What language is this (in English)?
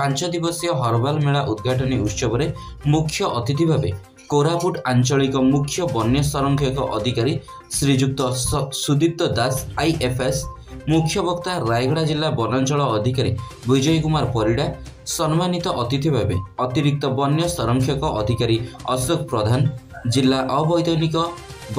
Odia